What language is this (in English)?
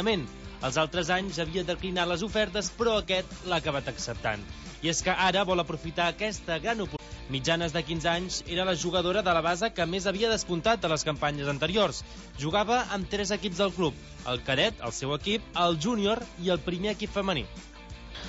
Catalan